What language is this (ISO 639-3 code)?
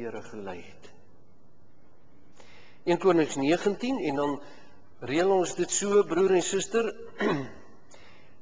afr